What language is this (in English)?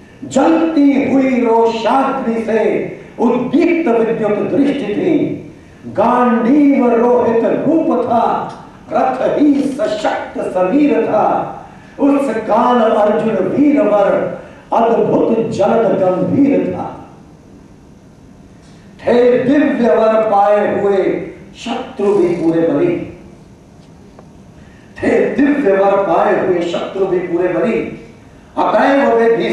Hindi